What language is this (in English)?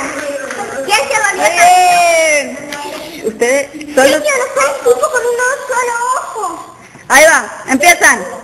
Guarani